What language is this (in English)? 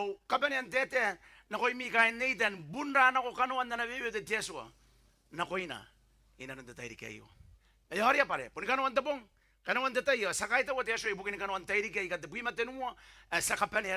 Gilbertese